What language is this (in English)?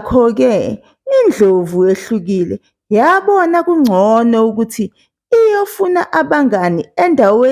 Zulu